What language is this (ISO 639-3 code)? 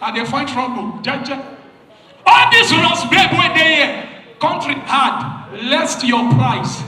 pcm